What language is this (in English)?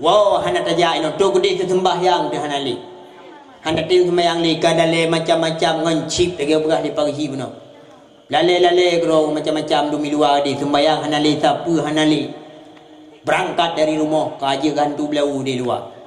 Achinese